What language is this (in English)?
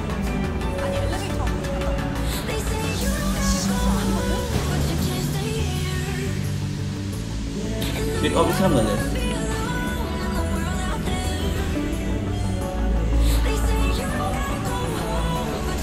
Indonesian